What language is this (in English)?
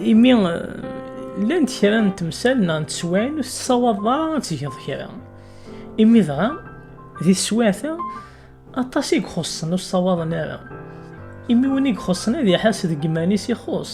Kabyle